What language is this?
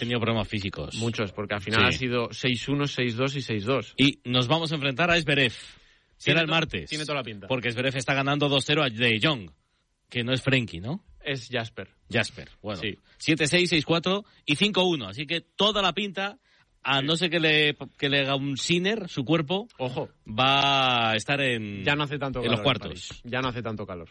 Spanish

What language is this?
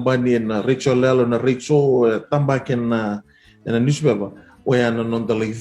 Fijian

